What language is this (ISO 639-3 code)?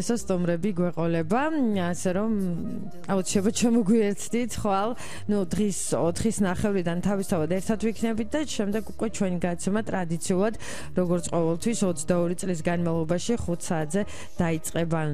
kat